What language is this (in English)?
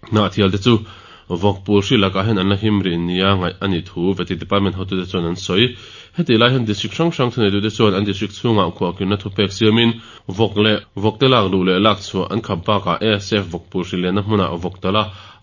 Mizo